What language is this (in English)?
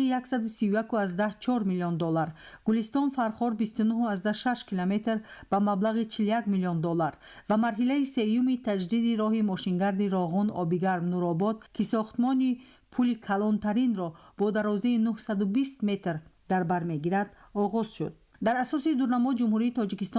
Tajik